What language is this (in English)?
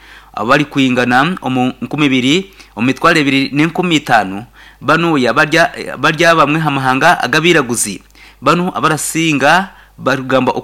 Nyankole